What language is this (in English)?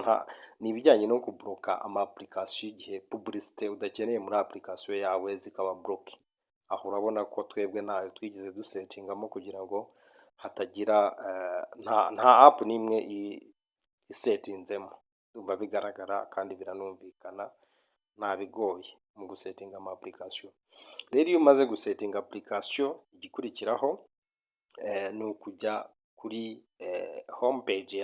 Kinyarwanda